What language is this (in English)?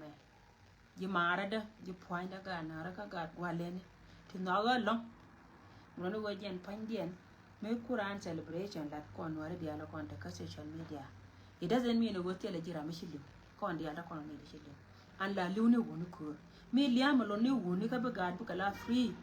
Nuer